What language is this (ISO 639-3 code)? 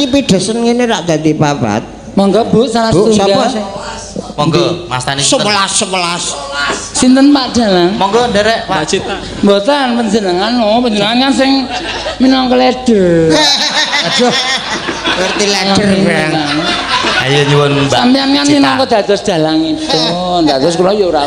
jav